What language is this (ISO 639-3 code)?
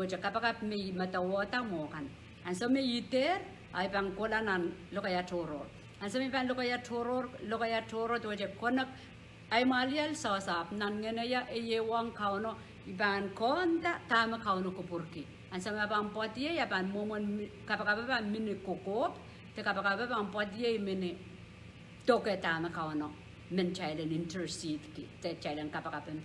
pon